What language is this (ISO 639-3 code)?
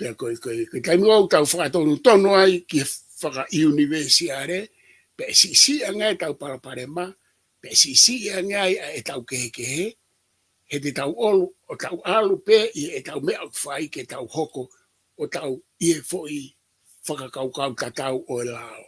ton